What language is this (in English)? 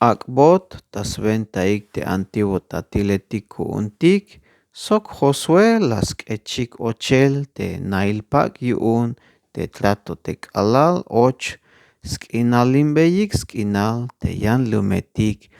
Tzeltal